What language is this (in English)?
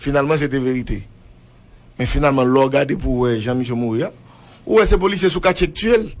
Haitian Creole